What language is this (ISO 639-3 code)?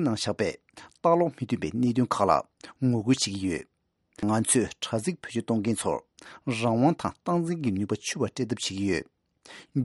bod